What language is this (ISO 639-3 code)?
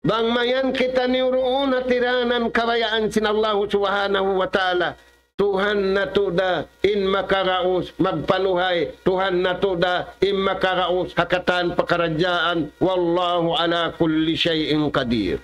tsg